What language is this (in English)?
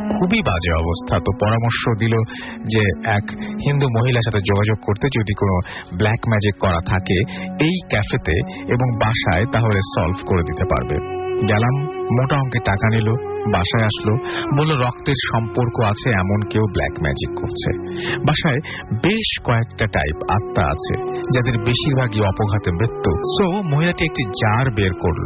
Bangla